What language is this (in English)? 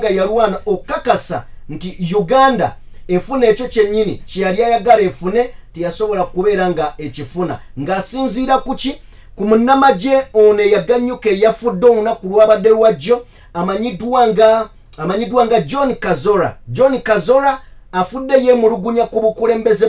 Ganda